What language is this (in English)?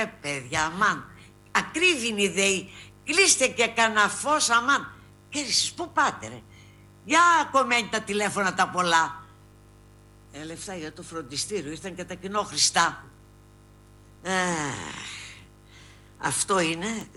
Greek